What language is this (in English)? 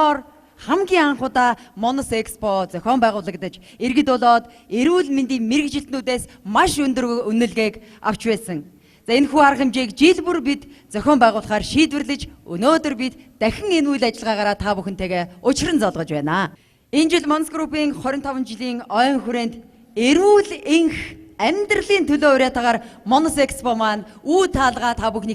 Mongolian